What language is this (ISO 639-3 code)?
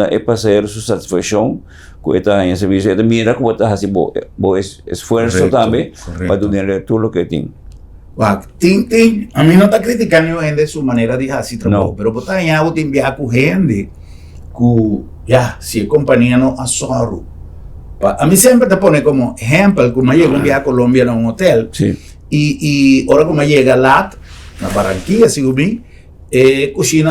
pap